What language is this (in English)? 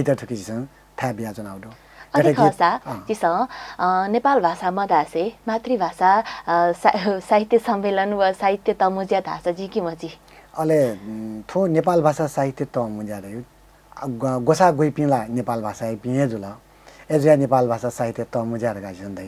Newari